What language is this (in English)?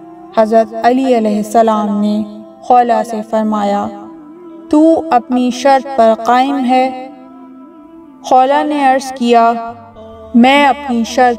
Urdu